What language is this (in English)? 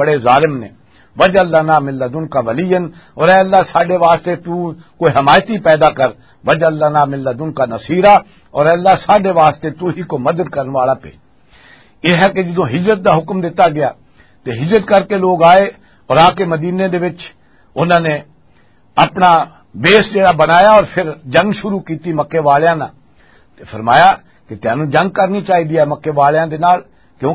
Western Panjabi